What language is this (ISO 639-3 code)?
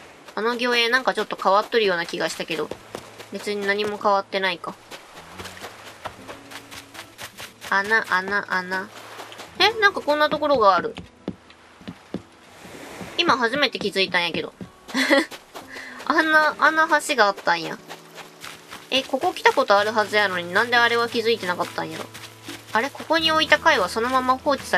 jpn